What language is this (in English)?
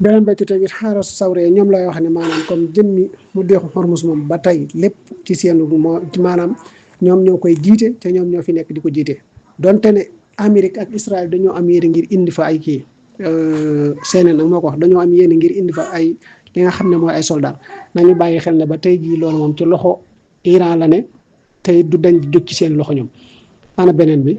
Wolof